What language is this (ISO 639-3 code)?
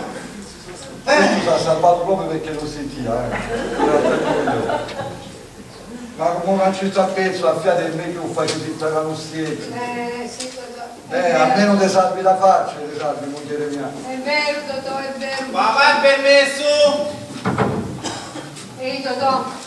ita